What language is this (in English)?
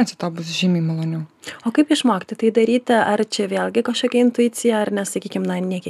Lithuanian